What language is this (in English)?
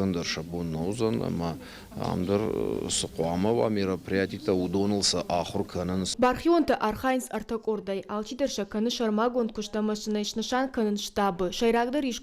Ossetic